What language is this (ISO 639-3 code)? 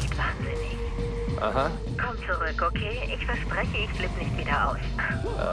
deu